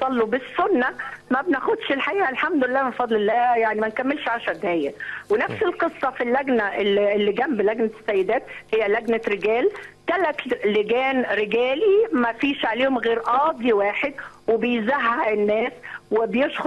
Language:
Egyptian Arabic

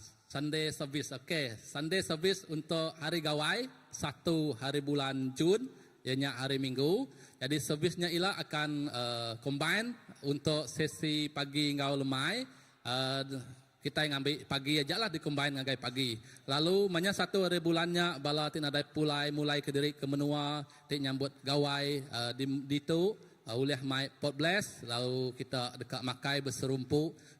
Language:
Iban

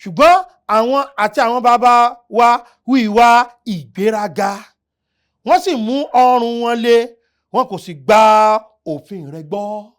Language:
Yoruba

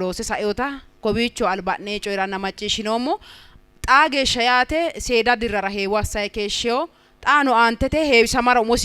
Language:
Sidamo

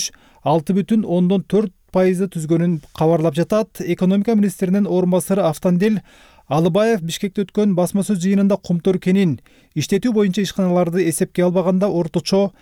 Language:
Kyrgyz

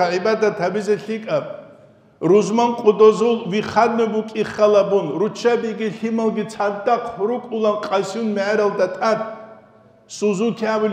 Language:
Avaric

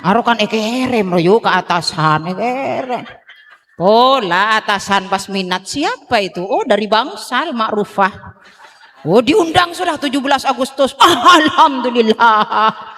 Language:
Madurese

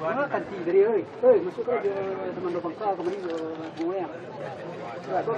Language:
Minangkabau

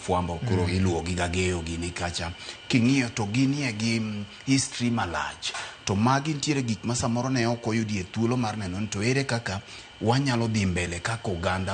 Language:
Luo (Kenya and Tanzania)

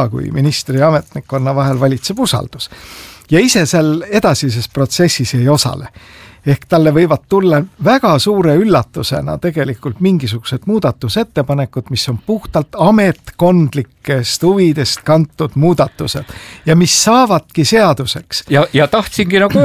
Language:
Estonian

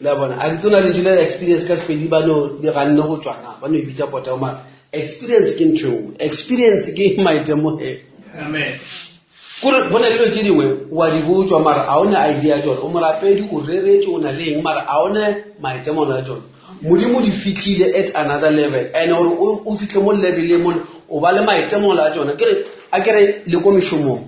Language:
Northern Sotho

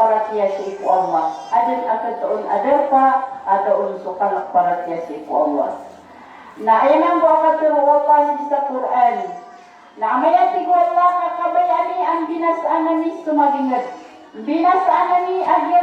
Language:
Maranao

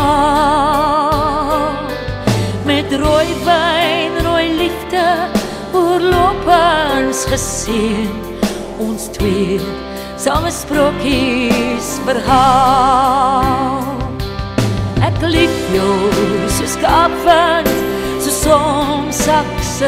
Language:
Afrikaans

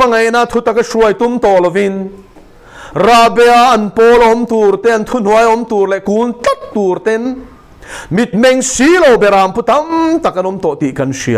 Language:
Mizo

